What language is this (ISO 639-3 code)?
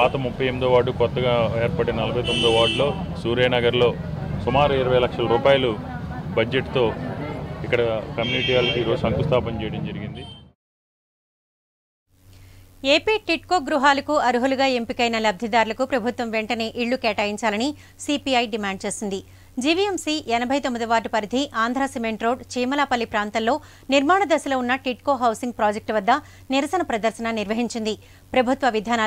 tel